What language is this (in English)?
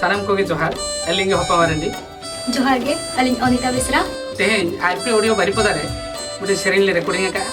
Santali